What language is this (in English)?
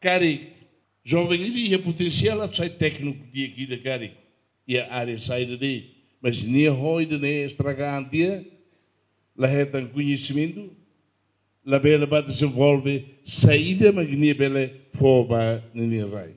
Tetum